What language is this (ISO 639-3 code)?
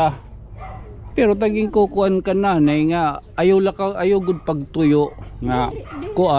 war